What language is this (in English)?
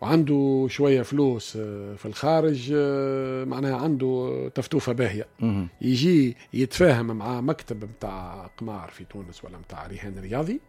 Tunisian Arabic